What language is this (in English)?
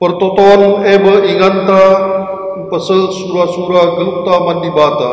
Batak Karo